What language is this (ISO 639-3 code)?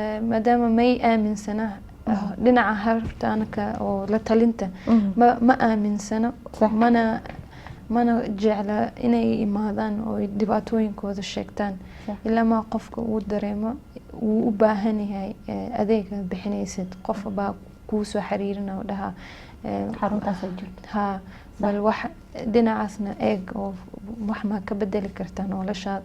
som